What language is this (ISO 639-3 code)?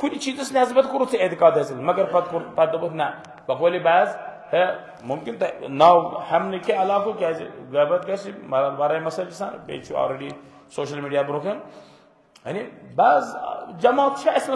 kas